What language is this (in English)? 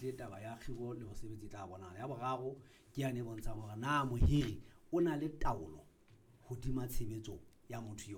Southern Sotho